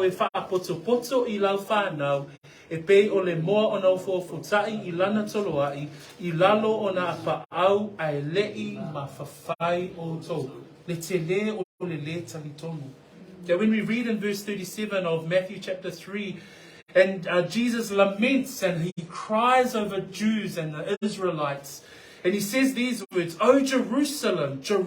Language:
Samoan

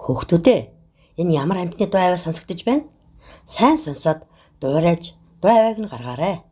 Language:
Mongolian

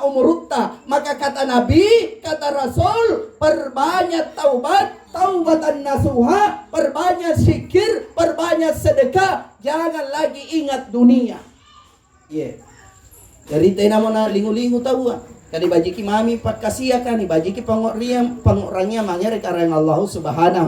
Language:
Makasar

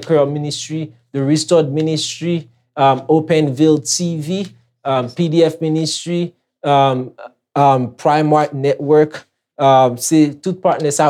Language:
Haitian Creole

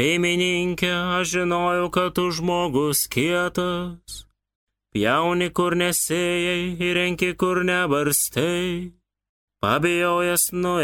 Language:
Lithuanian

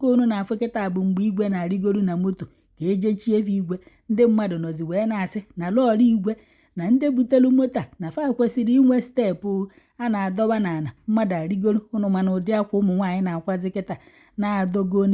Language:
Igbo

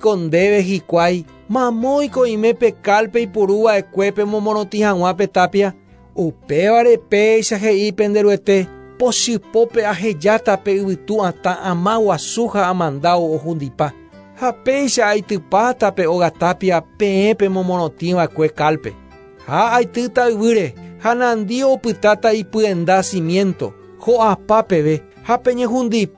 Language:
Guarani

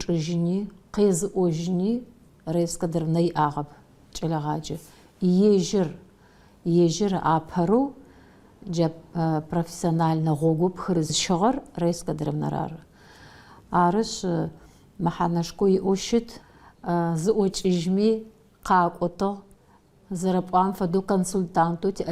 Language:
Adyghe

